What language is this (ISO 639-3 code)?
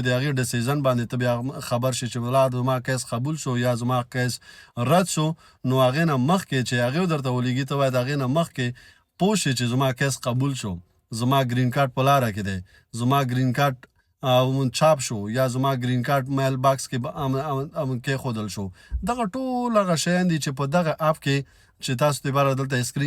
pus